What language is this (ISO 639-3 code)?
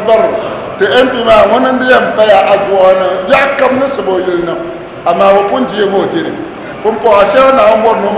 dag